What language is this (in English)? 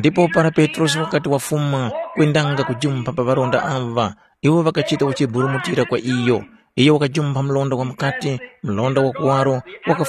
Tumbuka